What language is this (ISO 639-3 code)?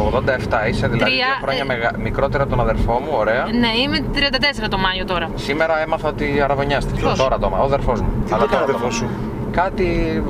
ell